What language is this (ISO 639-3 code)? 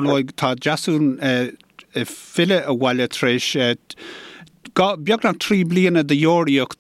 gle